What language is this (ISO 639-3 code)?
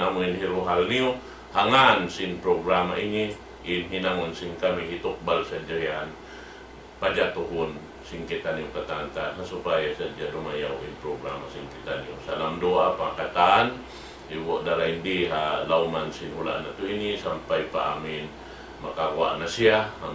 tsg